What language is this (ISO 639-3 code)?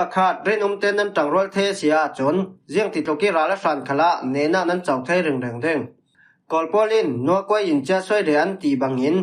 cfm